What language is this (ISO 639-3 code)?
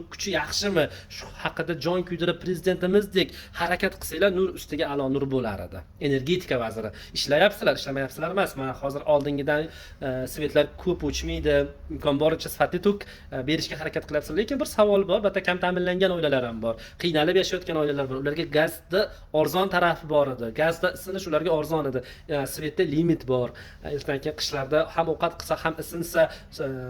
uzb